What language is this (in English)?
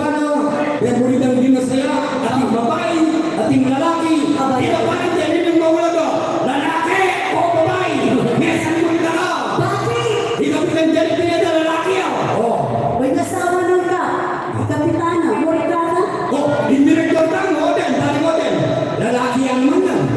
Pampanga